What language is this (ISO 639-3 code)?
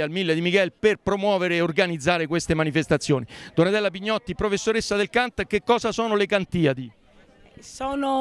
ita